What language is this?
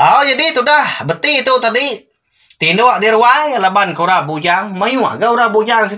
Iban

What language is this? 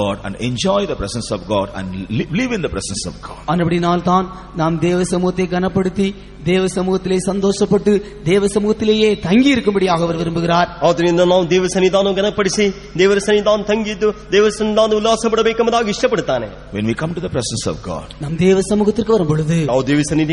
Tamil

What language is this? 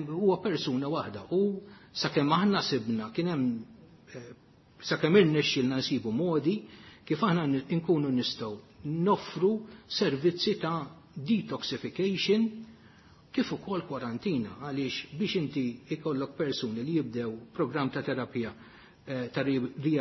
Maltese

